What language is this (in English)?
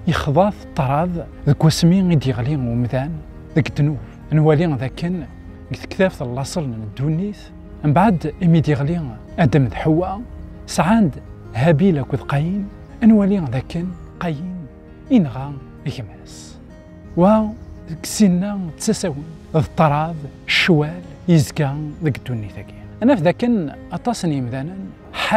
Kabyle